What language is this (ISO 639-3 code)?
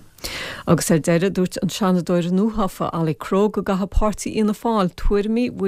gle